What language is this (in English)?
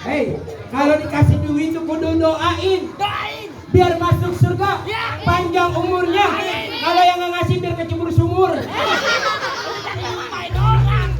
Betawi